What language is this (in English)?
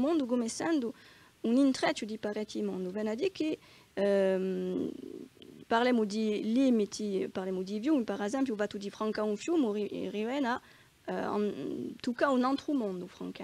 Corsican